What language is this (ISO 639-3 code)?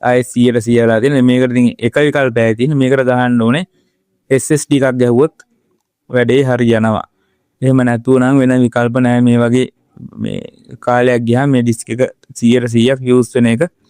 sin